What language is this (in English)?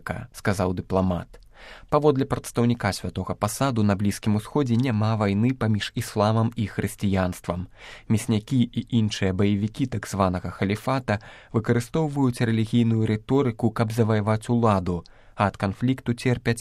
Belarusian